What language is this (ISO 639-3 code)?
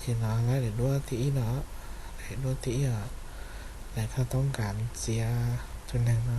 hmn